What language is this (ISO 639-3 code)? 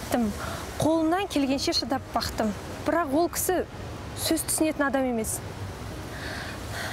kaz